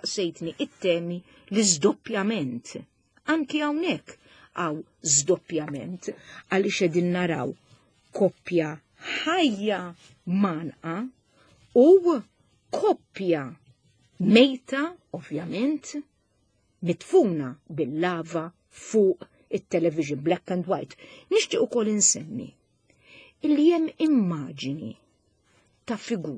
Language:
Maltese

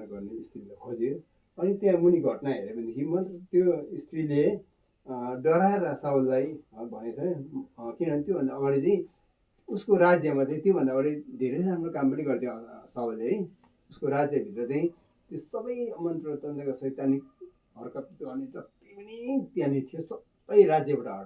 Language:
Nepali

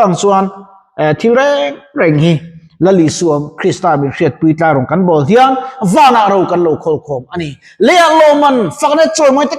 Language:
Mizo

